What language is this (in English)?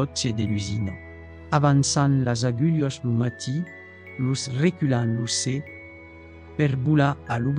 Occitan